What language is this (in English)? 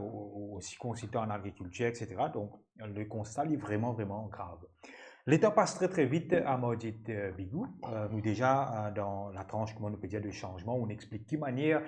Morisyen